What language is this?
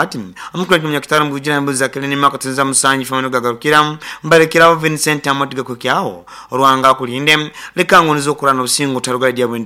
Nyoro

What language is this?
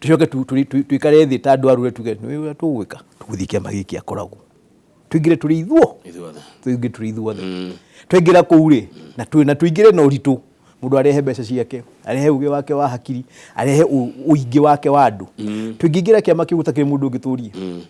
Kikuyu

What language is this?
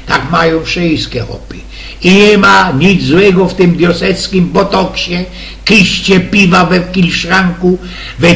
Silesian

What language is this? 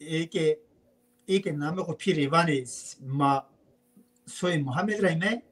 Zaza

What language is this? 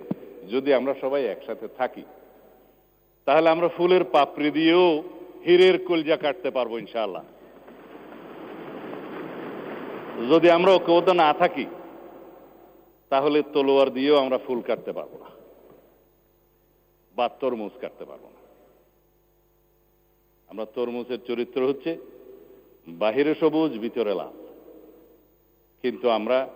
Bangla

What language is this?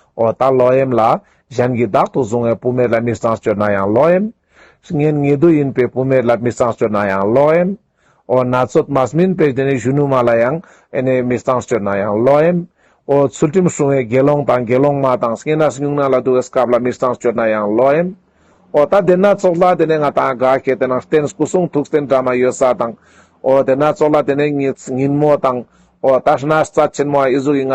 Ladakhi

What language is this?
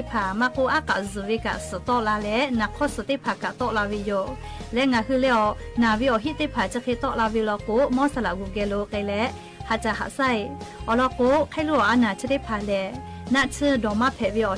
Lahu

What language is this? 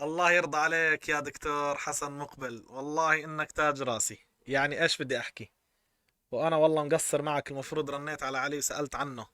North Levantine Arabic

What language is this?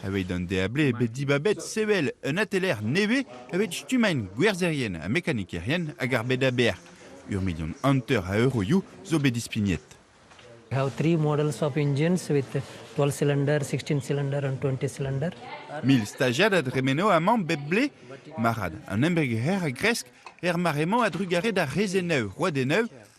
Breton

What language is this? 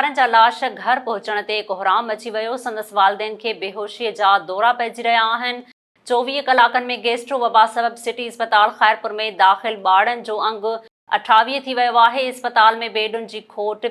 Sindhi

